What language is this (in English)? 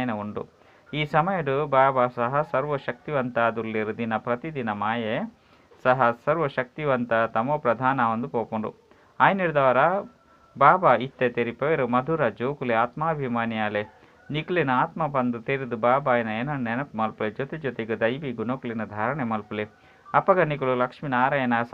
Tulu